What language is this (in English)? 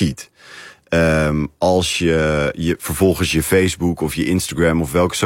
Dutch